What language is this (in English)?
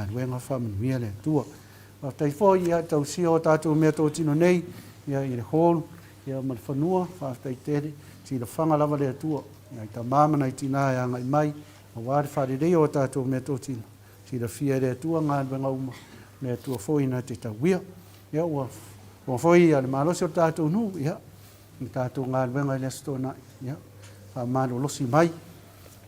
Samoan